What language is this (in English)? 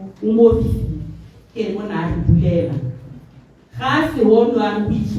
Tswana